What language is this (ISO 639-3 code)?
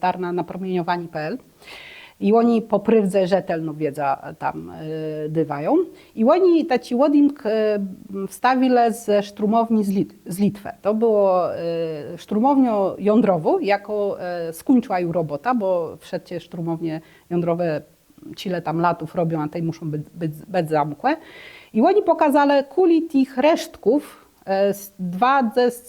csb